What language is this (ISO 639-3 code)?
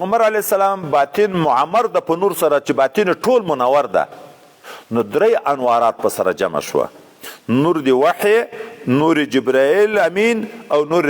pus